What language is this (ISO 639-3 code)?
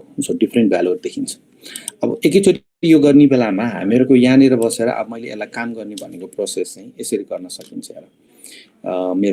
nep